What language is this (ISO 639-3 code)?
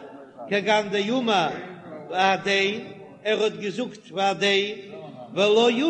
yid